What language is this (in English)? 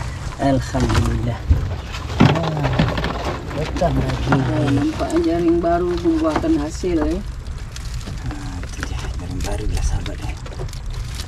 Malay